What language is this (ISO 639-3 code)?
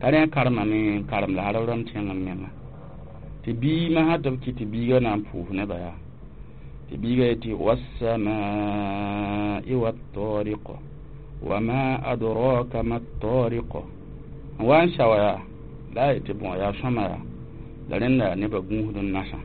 mos